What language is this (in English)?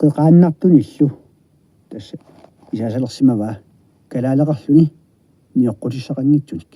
Kalaallisut